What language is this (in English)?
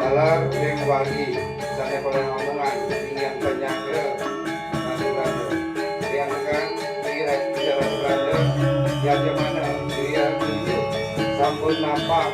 Balinese